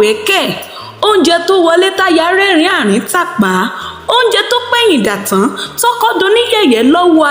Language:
Yoruba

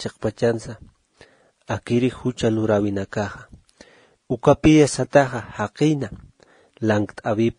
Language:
Aymara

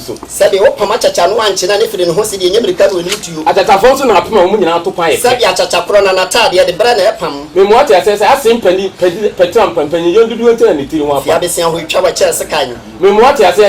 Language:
Akan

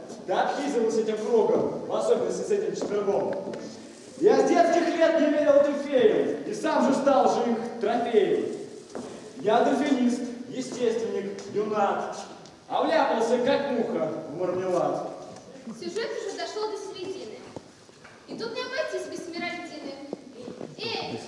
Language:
Russian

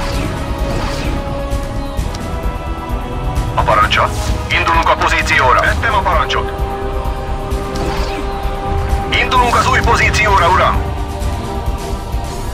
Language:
Hungarian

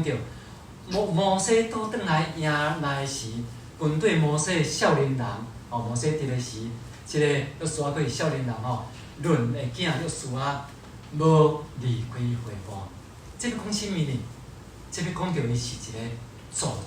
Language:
Min Nan Chinese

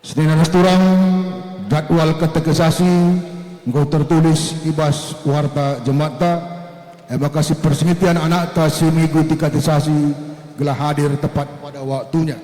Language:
Batak Karo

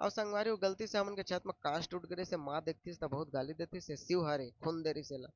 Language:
Chhattisgarhi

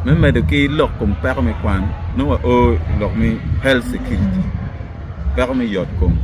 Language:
Acoli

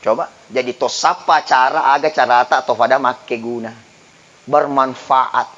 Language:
Buginese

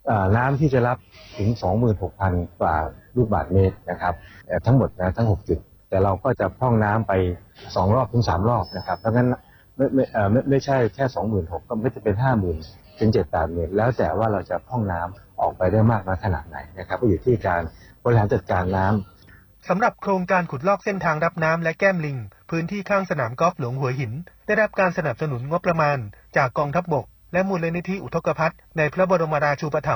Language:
Thai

